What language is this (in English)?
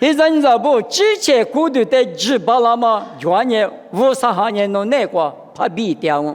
Lisu